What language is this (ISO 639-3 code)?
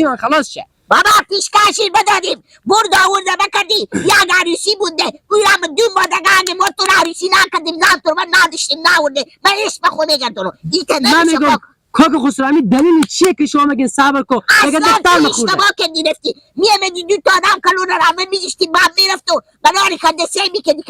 haz